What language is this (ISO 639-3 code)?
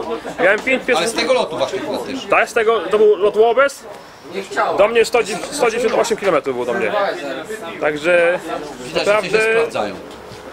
pol